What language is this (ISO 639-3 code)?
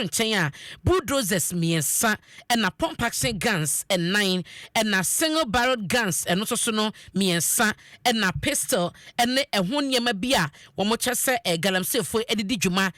aka